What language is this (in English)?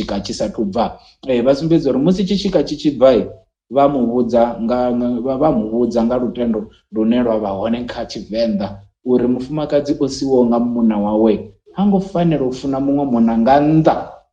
Venda